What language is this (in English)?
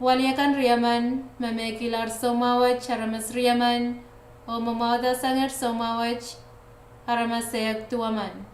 Pohnpeian